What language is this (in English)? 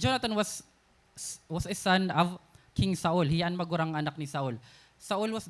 Waray